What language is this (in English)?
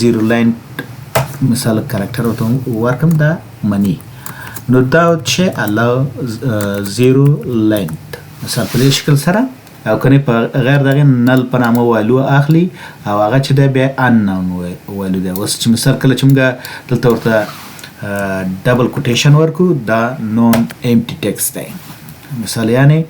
Pashto